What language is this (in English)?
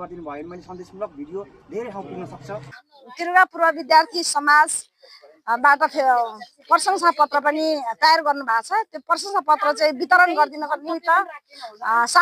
Nepali